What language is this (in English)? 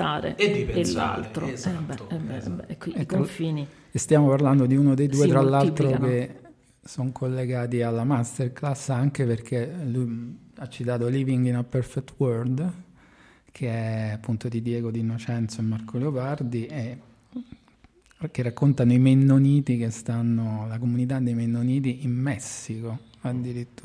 Italian